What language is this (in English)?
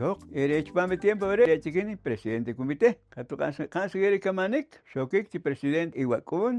Poqomchi'